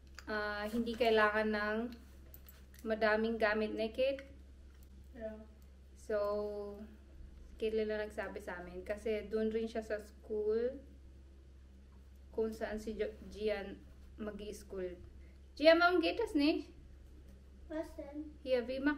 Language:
Filipino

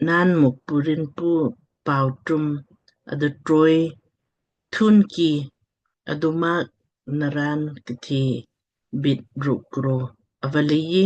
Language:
Lamkang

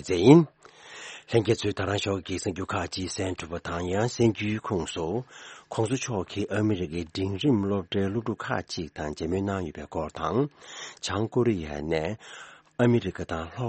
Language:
Tibetan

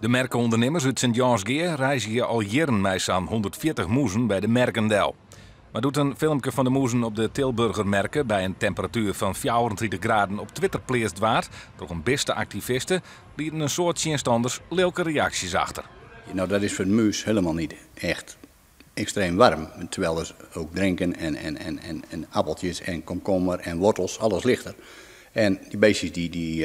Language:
Western Frisian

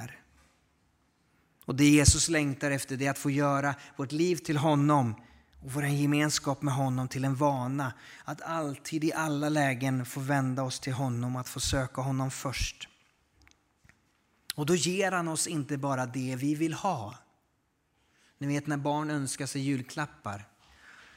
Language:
Swedish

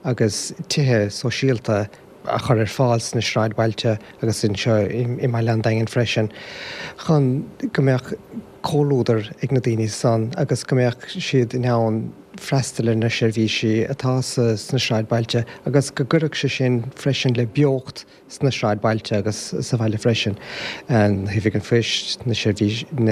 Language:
Irish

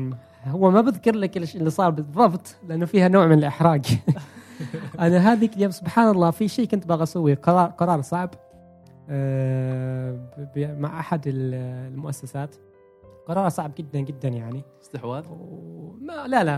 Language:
Gulf Arabic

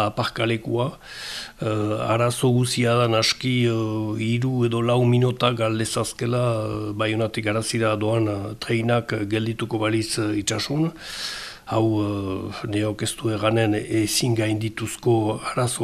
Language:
Basque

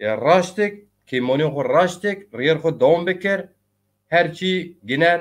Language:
Zaza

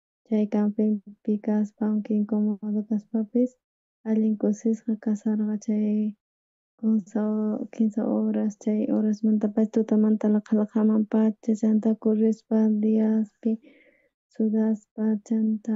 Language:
South Bolivian Quechua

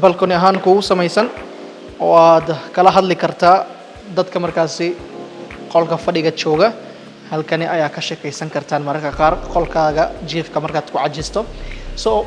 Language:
Somali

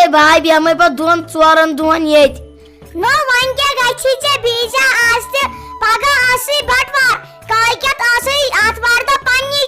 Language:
Kashmiri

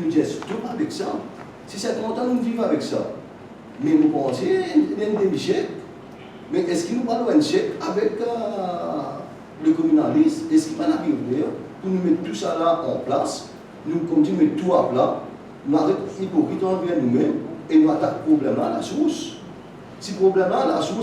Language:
Morisyen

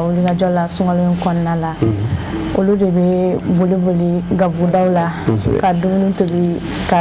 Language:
Bambara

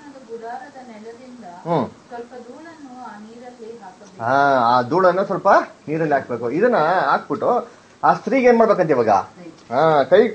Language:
Kannada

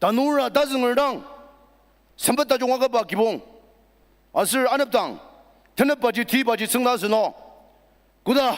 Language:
Ao Naga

